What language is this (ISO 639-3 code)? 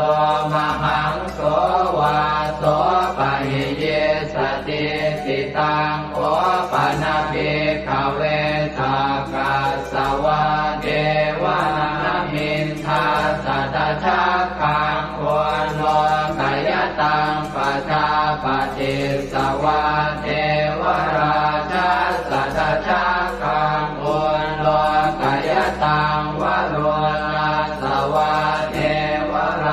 pli